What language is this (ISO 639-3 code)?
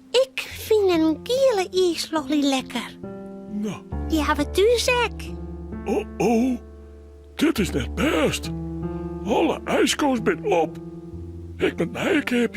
fry